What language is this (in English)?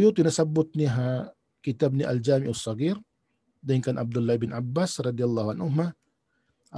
Tausug